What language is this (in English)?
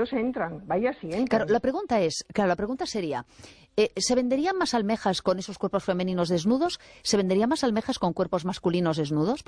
Spanish